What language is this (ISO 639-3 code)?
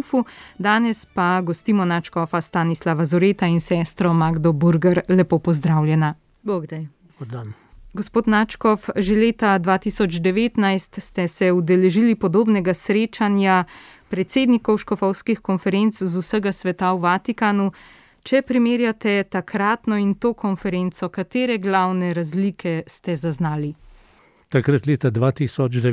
slv